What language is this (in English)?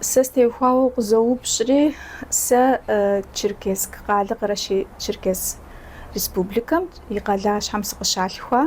Kabardian